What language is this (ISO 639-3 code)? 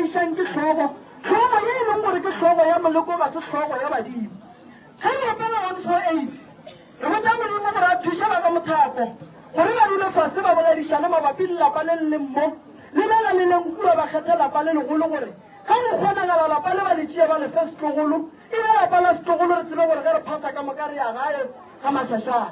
nso